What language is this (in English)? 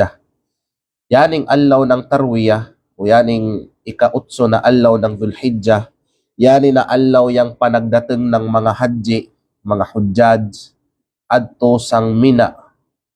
Kalagan